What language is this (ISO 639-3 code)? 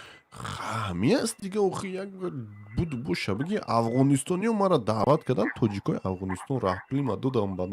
tgk